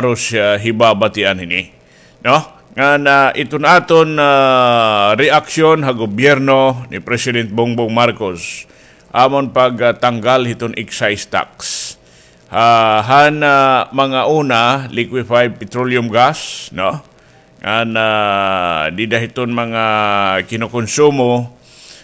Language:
Waray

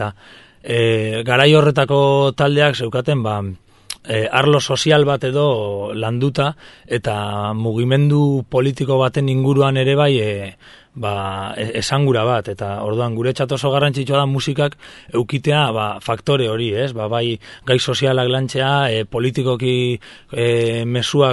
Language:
Basque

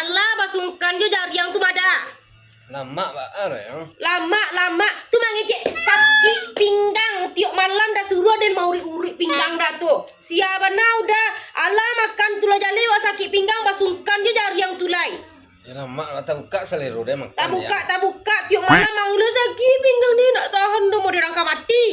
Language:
Minangkabau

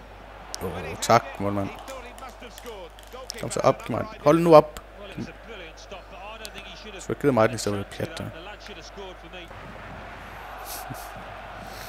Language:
Danish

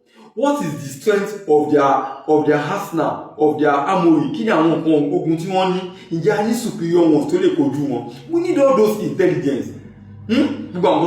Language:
Yoruba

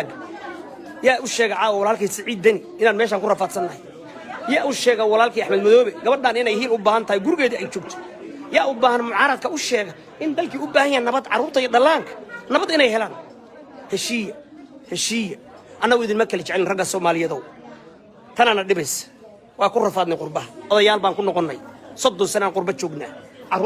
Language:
Somali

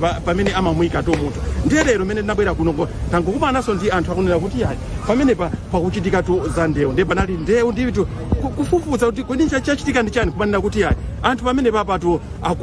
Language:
Nyanja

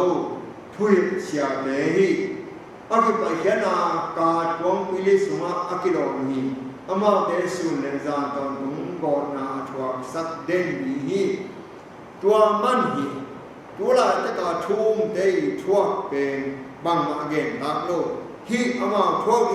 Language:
Tedim Chin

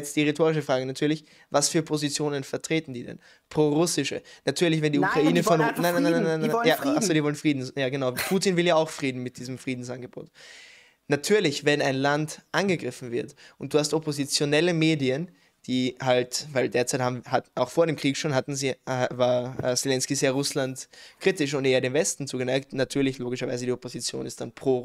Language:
German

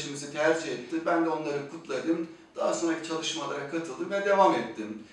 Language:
Turkish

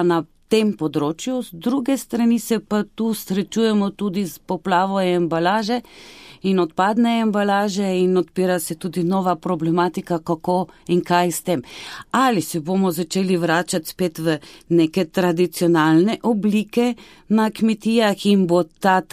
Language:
Slovenian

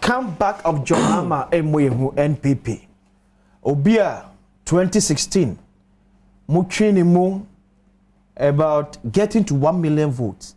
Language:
Akan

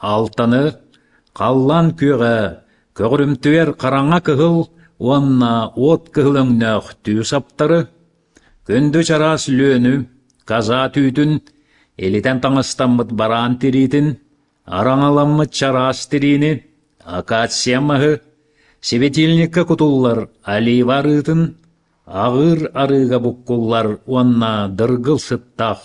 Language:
Yakut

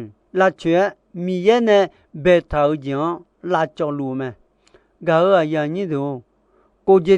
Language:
Akha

